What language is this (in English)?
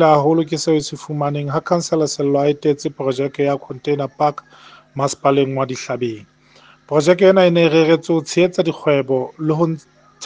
Southern Sotho